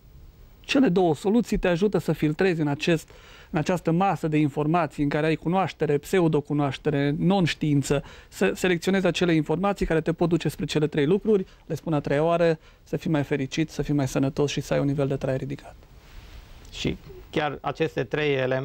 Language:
Romanian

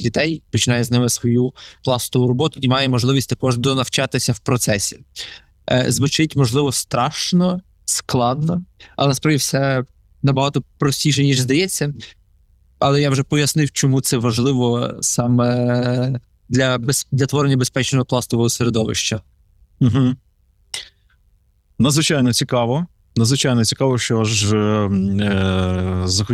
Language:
Ukrainian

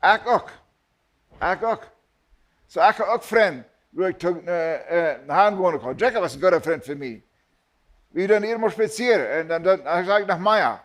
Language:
Plautdietsch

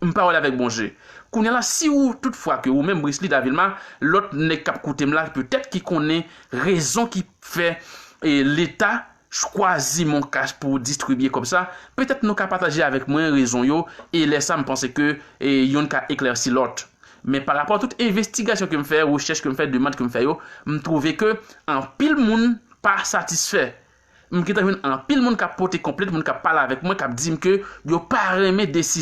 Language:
Haitian Creole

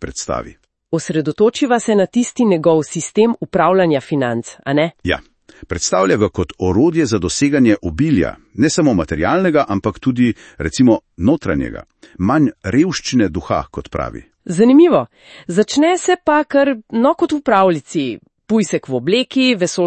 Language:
Slovenian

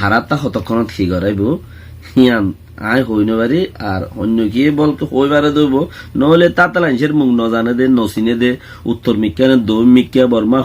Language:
Rohingya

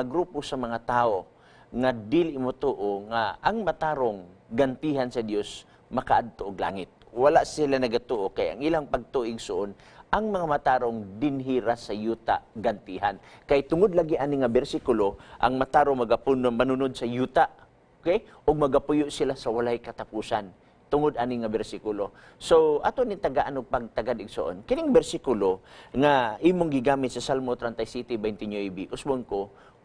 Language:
Cebuano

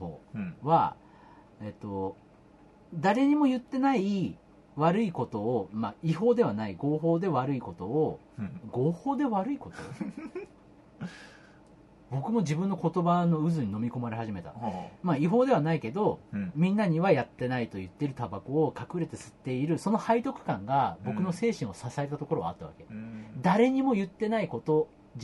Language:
Japanese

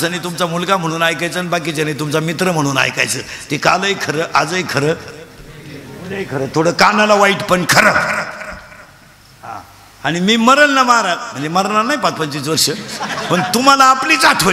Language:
Marathi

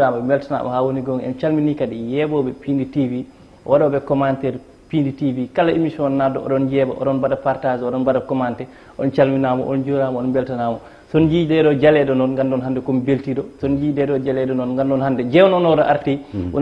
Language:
Fula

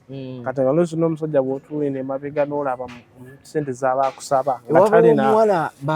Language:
Ganda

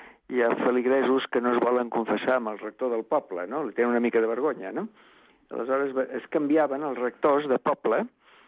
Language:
Catalan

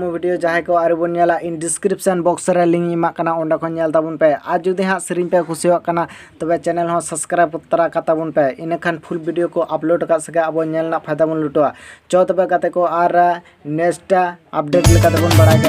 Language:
Santali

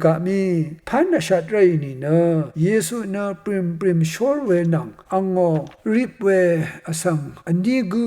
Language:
Rawang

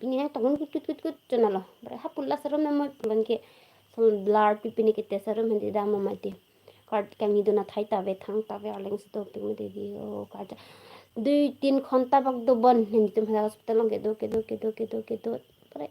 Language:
Karbi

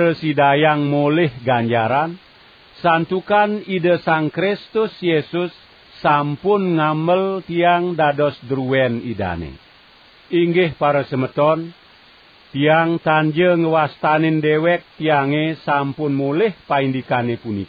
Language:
Balinese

